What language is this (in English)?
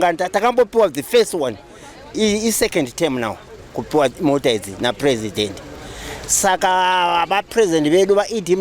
Shona